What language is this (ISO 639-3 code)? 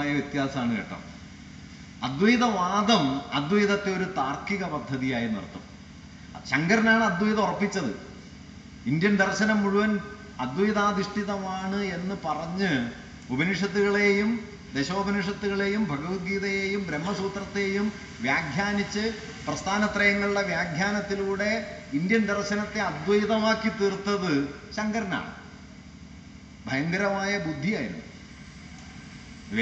mal